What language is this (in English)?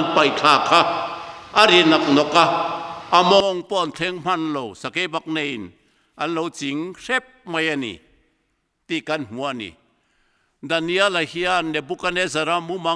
Mizo